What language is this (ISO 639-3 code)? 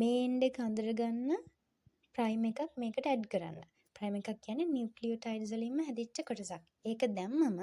sin